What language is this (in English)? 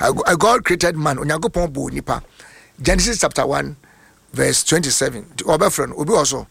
Akan